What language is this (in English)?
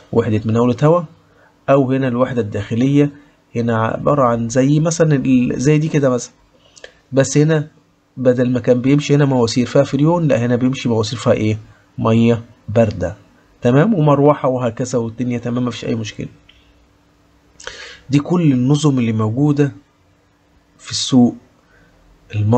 Egyptian Arabic